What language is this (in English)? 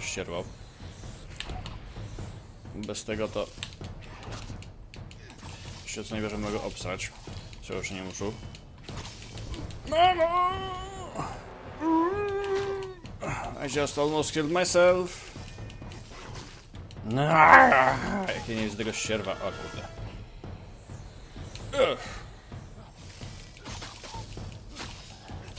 Polish